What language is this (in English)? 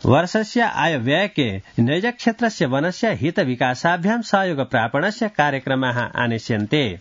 Sanskrit